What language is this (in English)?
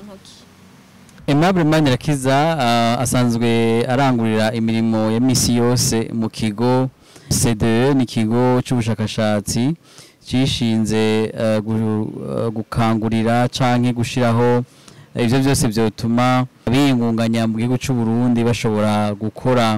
Rundi